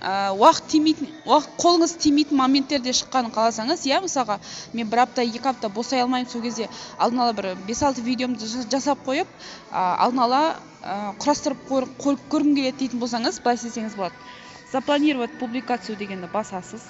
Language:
Kazakh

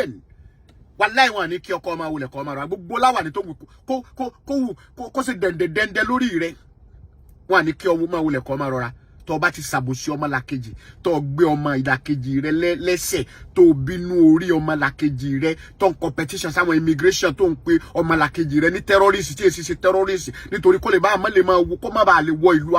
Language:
Yoruba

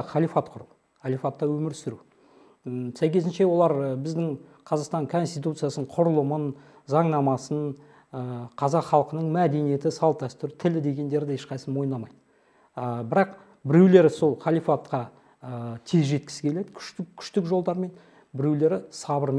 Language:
Kazakh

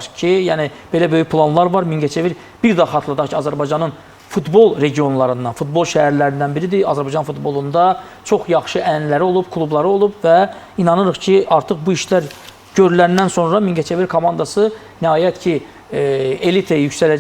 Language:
Azerbaijani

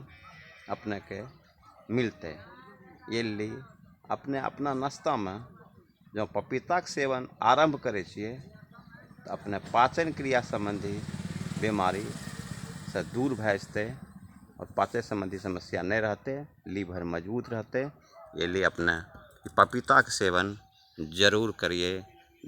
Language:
Angika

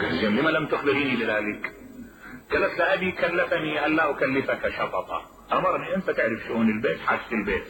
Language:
Mesopotamian Arabic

